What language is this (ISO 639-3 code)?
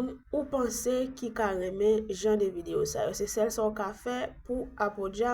hat